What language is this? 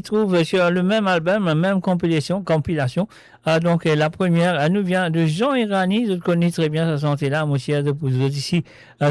Morisyen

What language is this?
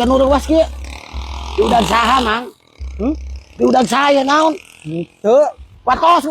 Sundanese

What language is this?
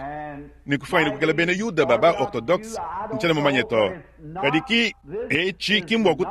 Luba-Lulua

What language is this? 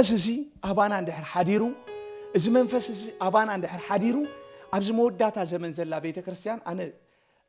Tigrinya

